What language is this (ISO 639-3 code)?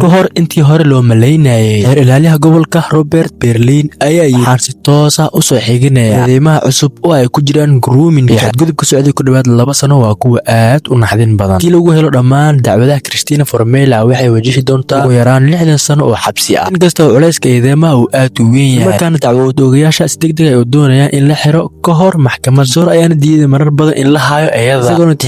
som